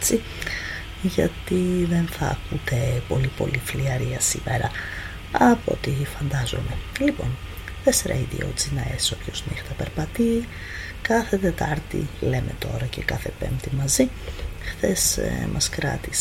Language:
Greek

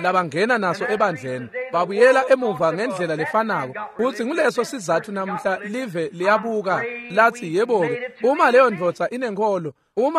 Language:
Swati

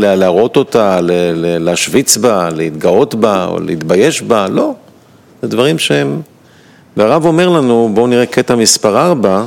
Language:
Hebrew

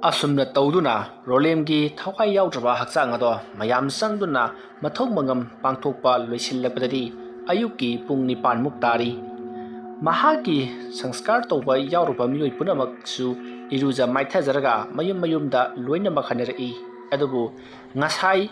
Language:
Manipuri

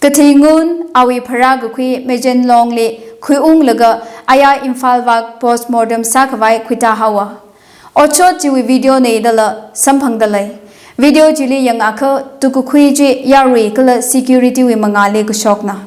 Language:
Tangkhul Naga (India)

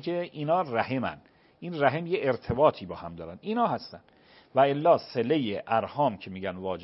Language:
Persian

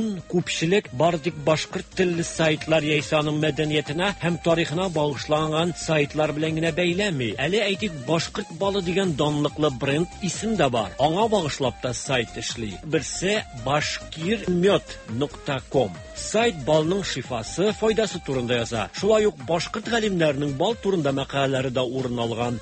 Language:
Tatar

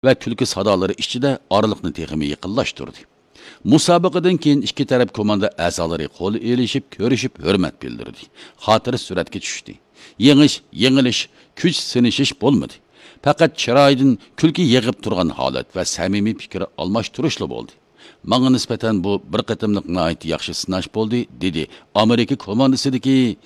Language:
Uyghur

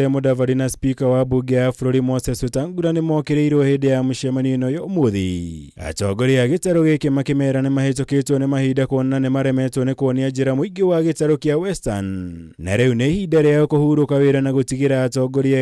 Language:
Kikuyu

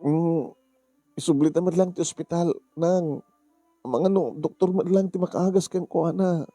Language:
Iloko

